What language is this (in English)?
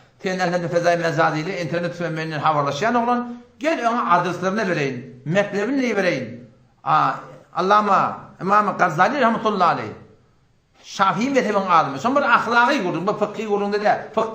Turkmen